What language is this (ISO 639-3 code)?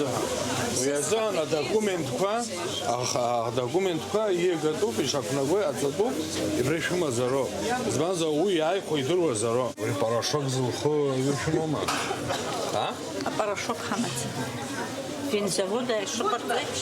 abk